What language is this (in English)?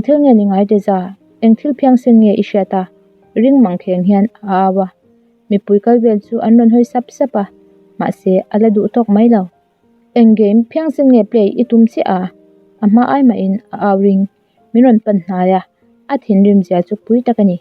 Mizo